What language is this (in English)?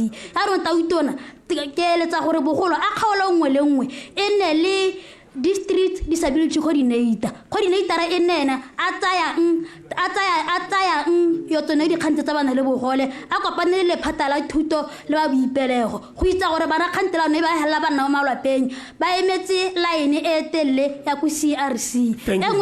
Tswana